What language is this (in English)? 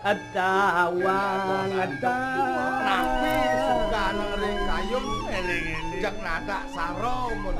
Balinese